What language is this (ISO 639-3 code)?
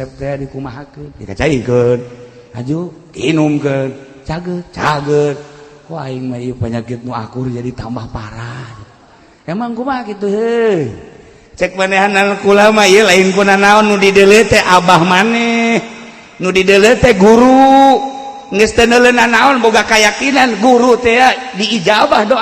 sun